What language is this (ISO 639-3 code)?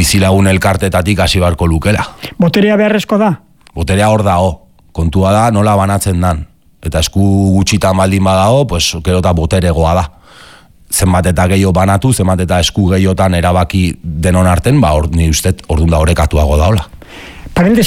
eus